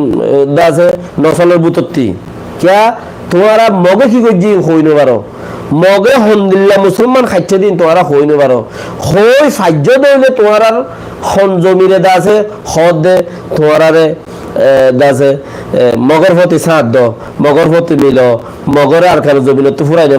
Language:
Rohingya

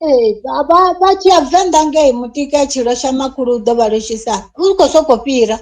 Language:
Venda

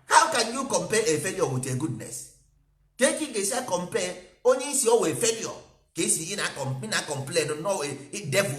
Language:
Igbo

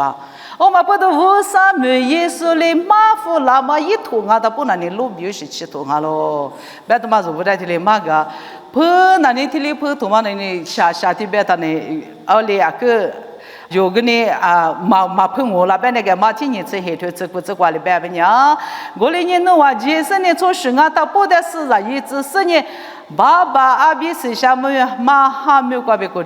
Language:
Lisu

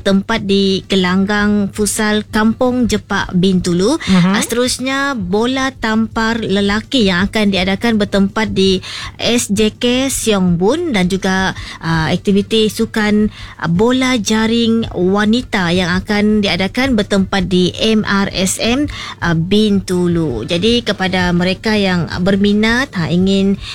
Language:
Malay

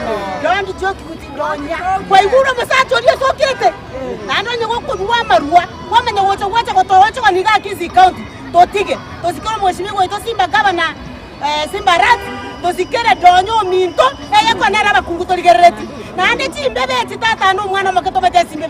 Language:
Gusii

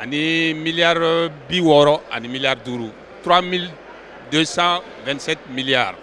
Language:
Bambara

